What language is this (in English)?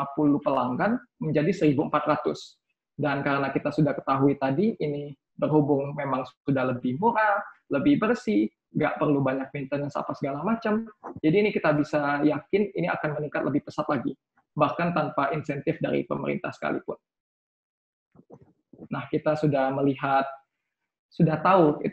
Indonesian